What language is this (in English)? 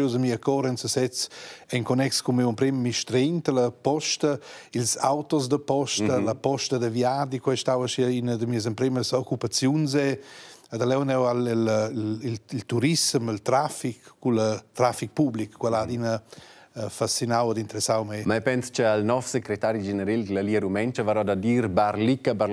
Romansh